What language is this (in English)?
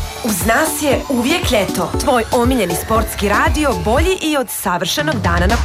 Serbian